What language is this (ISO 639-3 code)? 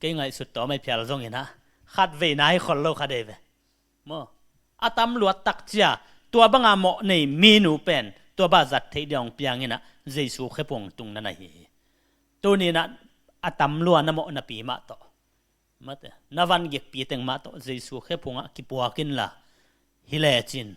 ctd